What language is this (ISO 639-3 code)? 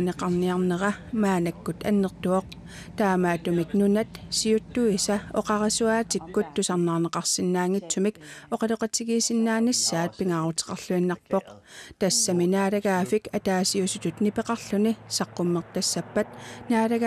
kal